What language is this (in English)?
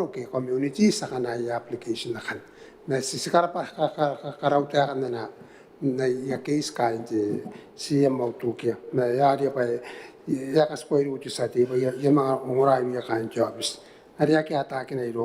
Gilbertese